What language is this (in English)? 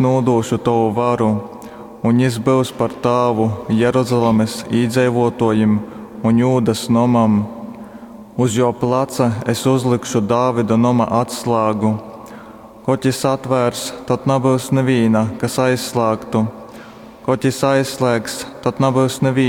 Latgalian